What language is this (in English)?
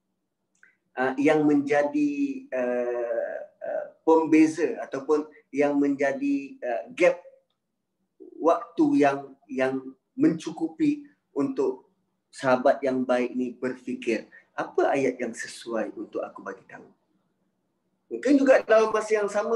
Malay